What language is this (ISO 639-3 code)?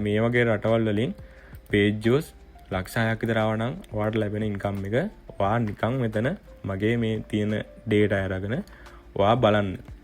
sin